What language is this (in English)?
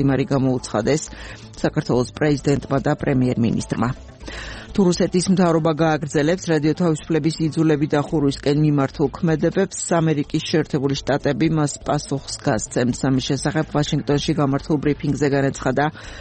Georgian